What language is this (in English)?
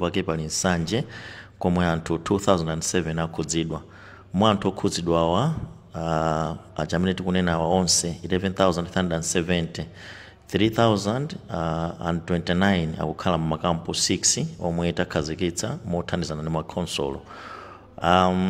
Nyanja